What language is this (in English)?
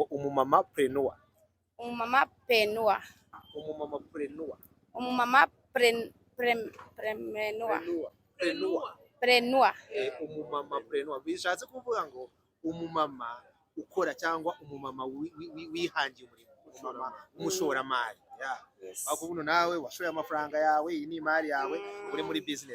Kinyarwanda